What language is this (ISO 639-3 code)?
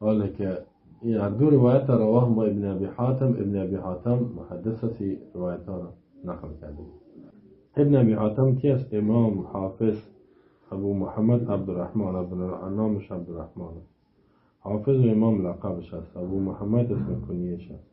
fas